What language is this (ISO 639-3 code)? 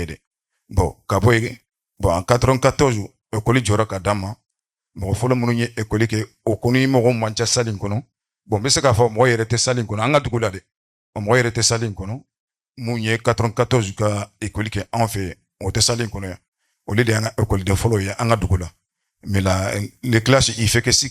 bam